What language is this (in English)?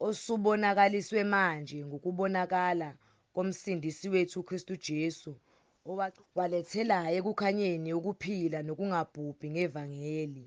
Zulu